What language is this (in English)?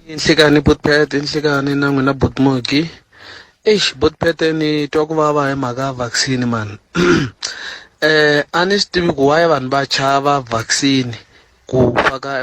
Tsonga